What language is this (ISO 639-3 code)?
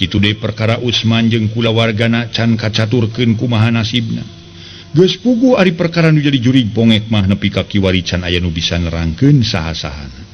sun